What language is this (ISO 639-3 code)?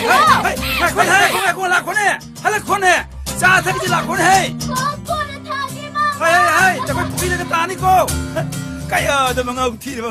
mni